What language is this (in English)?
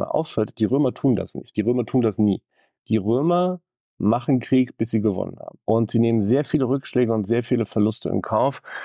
German